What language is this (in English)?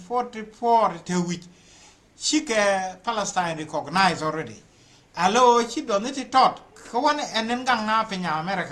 Nuer